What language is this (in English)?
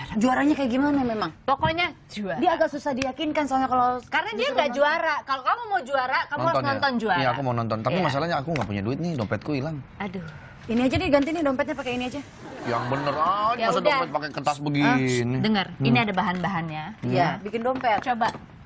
Indonesian